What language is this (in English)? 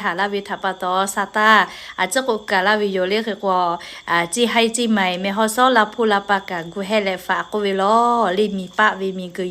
Lahu